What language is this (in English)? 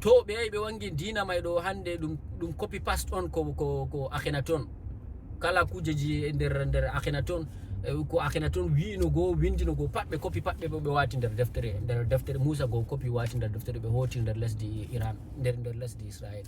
Fula